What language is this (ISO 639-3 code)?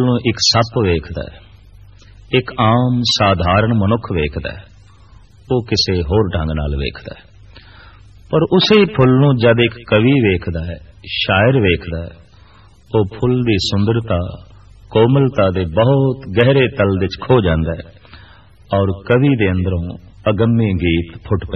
pan